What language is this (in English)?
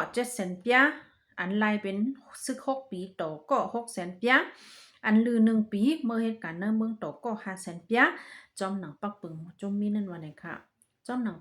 Shan